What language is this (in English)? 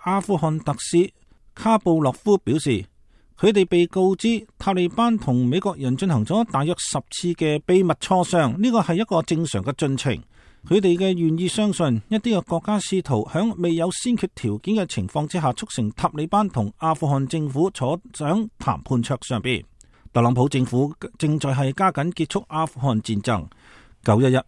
Cantonese